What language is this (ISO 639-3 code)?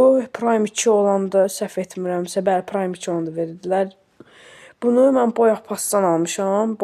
aze